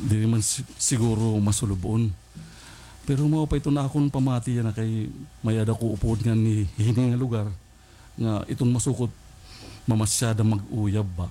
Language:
Waray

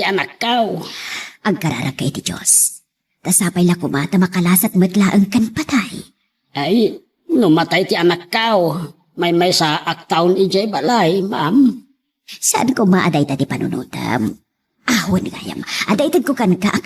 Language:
Iloko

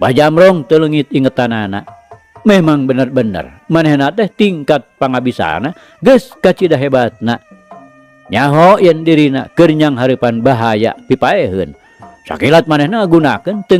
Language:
Sundanese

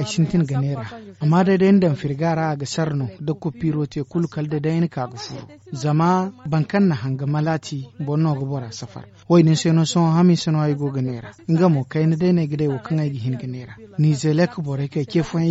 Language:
Zarma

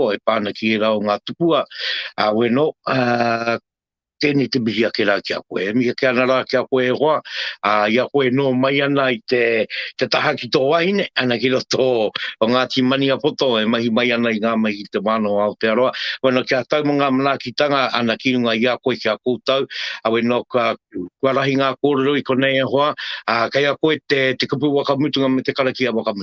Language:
Māori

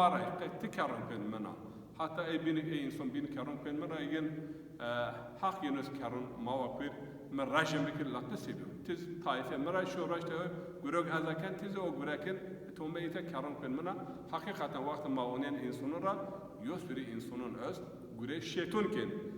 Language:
Zaza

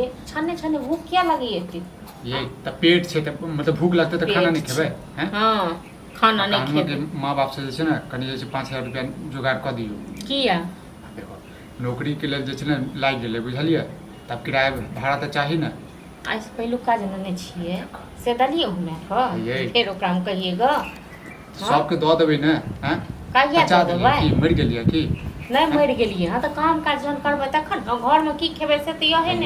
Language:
Maithili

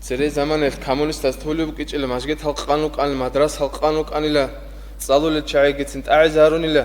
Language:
Avaric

